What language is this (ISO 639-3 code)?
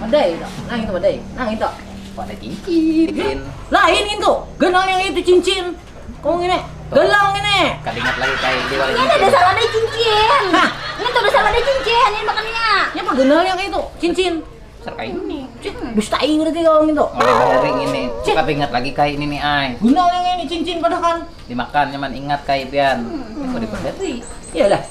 bjn